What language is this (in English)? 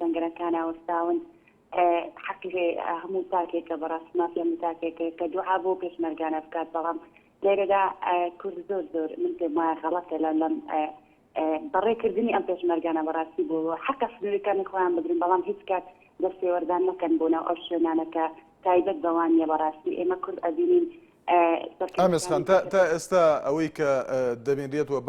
Central Kurdish